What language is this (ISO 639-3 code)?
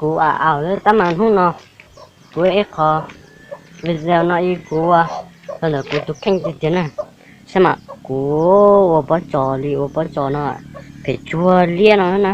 hmn